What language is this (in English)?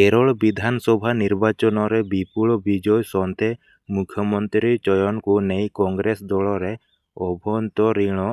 Odia